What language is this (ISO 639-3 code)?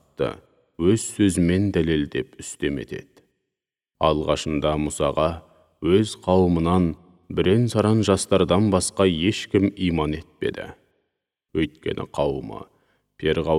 kaz